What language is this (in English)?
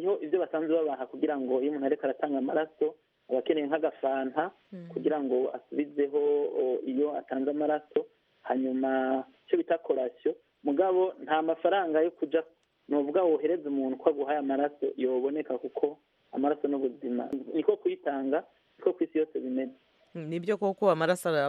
Kinyarwanda